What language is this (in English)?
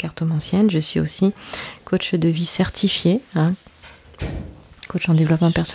French